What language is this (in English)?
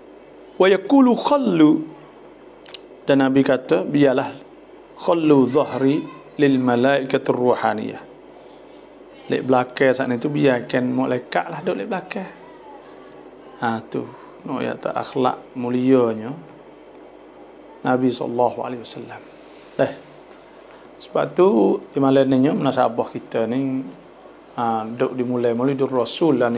Malay